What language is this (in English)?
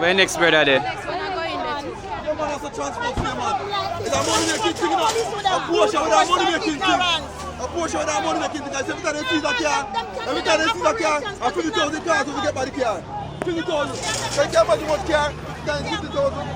Jamaican Creole English